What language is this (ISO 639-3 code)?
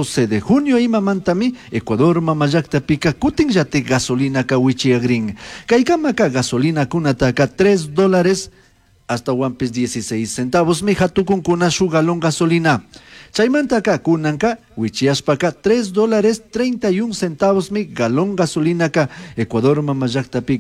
qug